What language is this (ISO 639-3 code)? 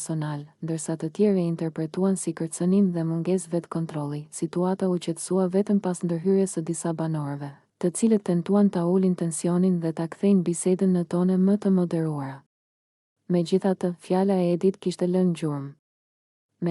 sqi